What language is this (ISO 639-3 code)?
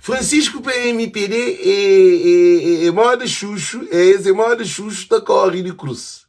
kea